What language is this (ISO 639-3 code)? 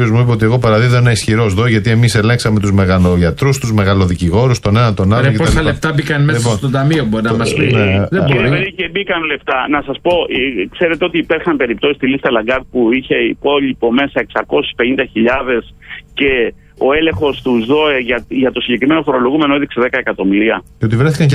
ell